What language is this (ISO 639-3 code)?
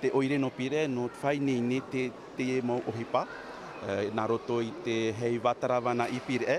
tah